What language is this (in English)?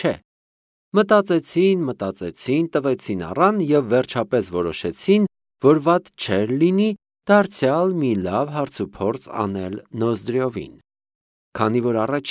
Armenian